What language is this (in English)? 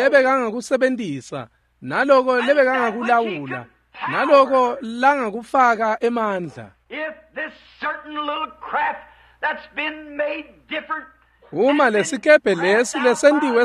Swati